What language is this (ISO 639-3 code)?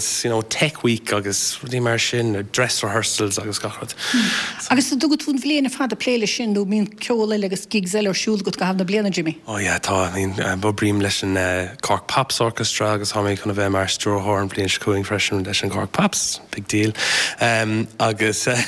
gle